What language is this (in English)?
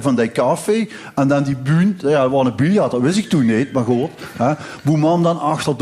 Limburgish